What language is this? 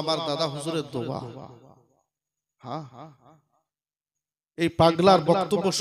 Bangla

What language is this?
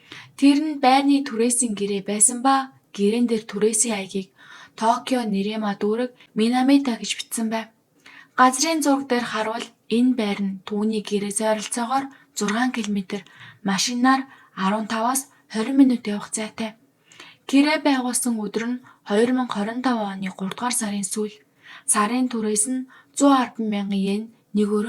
Mongolian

